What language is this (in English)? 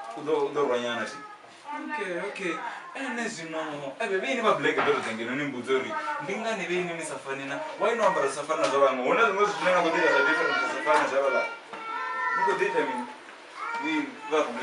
Venda